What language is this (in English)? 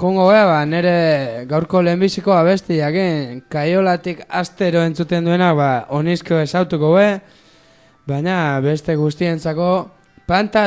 Basque